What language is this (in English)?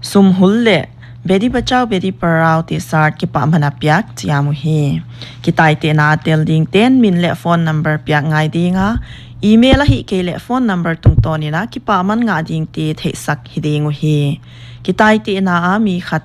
Paite Chin